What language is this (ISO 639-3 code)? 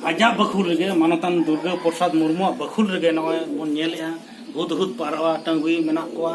sat